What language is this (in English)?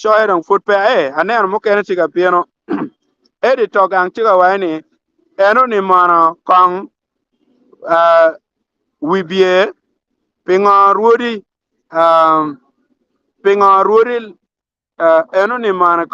Acoli